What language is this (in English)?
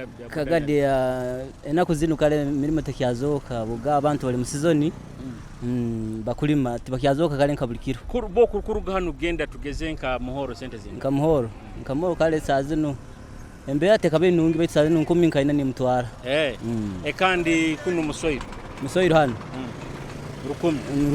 Nyoro